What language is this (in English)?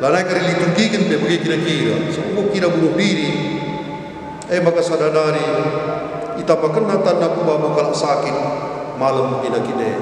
Batak Karo